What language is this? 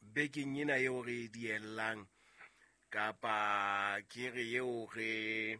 Southern Sotho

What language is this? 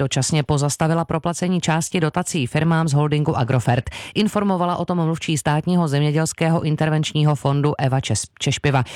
Czech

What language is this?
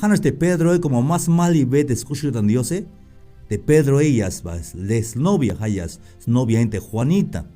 Tzeltal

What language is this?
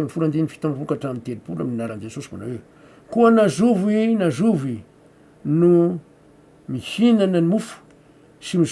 Malagasy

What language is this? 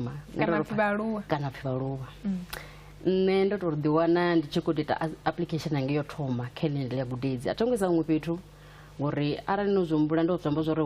Venda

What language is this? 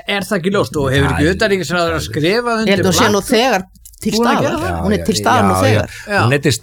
Icelandic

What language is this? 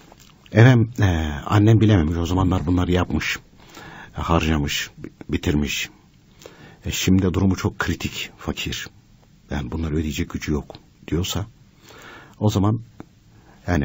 Turkish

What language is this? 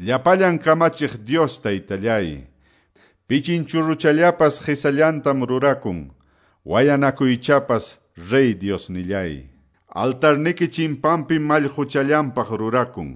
Quechua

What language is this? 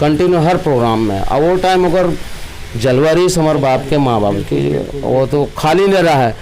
Chhattisgarhi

